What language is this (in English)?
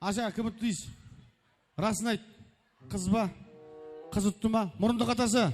Kara-Kalpak